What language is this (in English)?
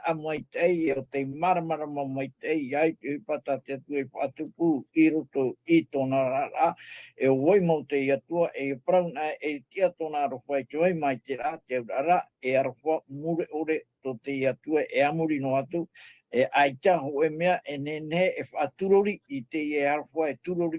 Tahitian